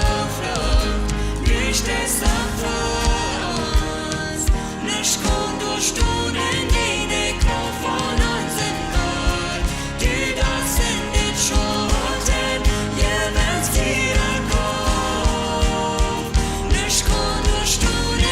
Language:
Plautdietsch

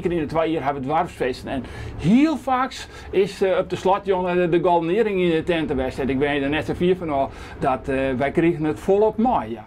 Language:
Western Frisian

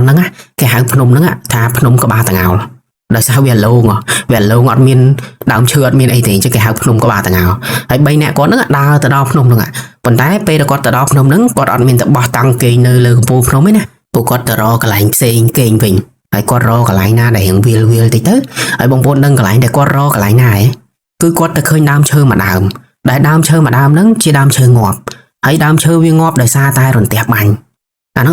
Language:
Khmer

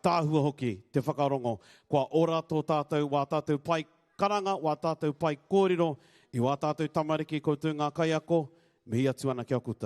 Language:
Māori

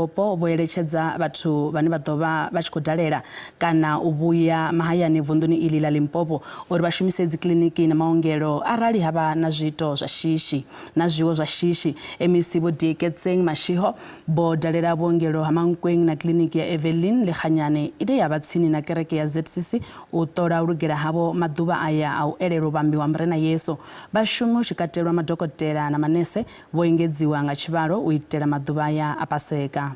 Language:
Venda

